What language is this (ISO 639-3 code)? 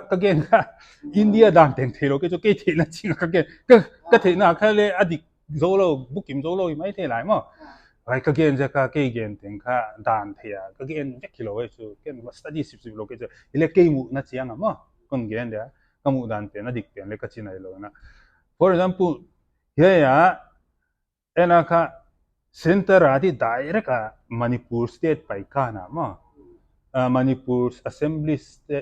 pck